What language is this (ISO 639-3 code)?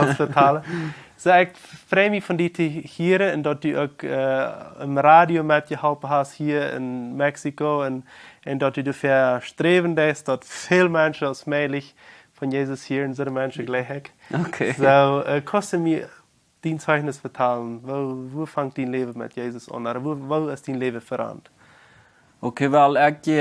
pdt